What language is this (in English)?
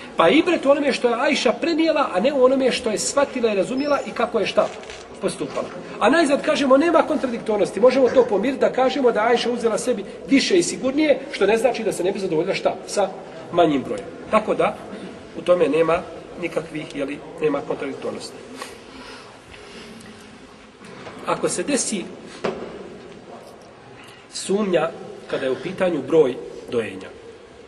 Bosnian